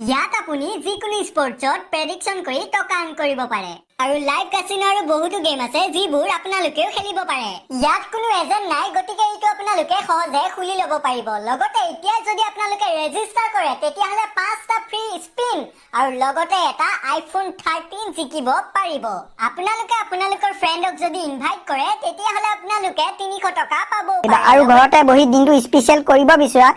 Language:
Assamese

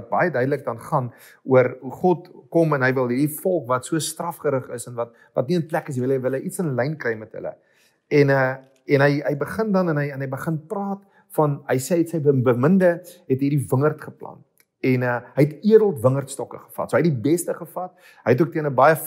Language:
Afrikaans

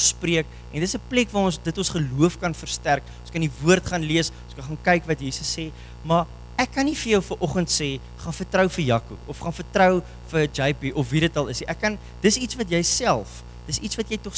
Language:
Afrikaans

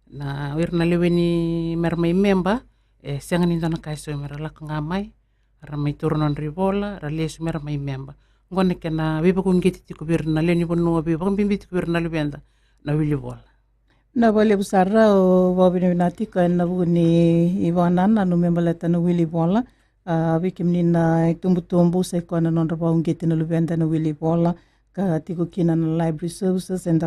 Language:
Fijian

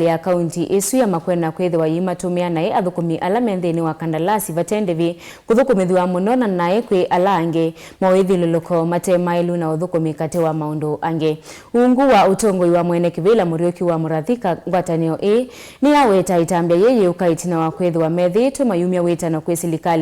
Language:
Kamba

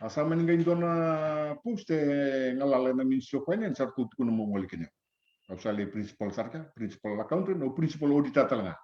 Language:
Fijian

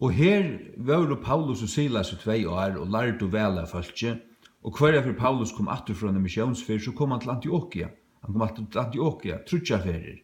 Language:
Faroese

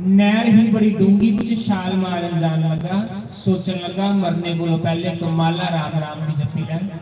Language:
Dogri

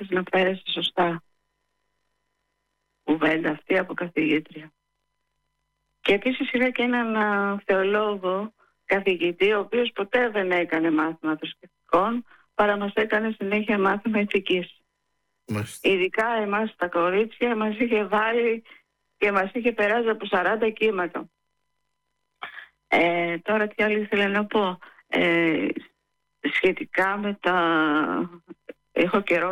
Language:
Greek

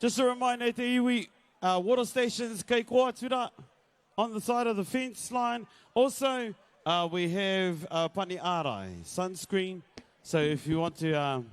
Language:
Māori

